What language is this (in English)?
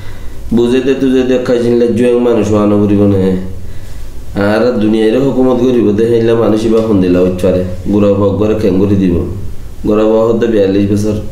Rohingya